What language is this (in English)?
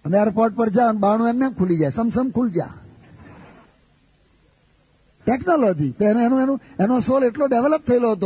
Gujarati